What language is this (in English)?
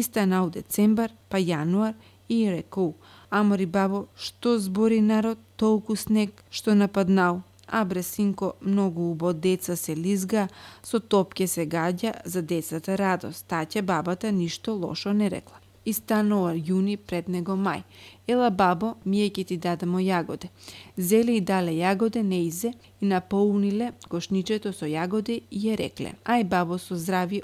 Macedonian